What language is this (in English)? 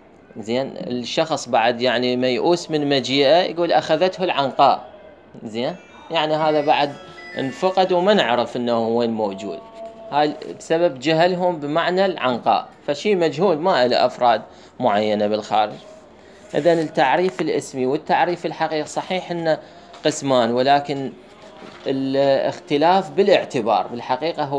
Mesopotamian Arabic